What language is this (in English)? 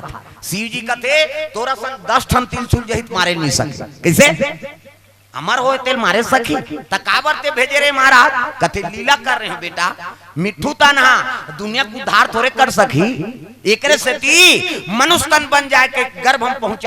Chhattisgarhi